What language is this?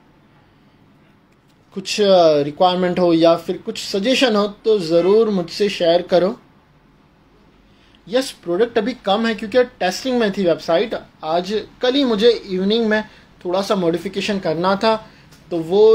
Hindi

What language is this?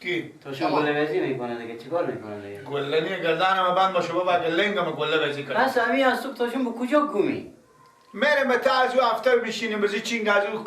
Persian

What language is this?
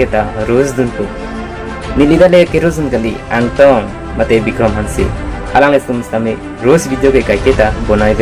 Karbi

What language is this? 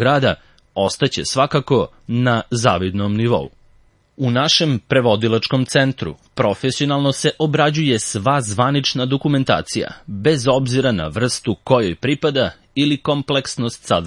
Serbian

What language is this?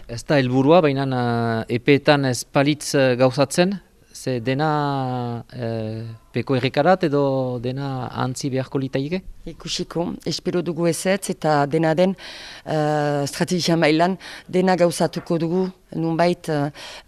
Basque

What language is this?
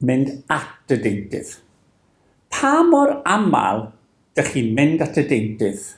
Welsh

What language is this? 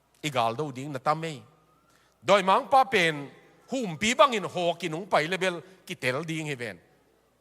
Tedim Chin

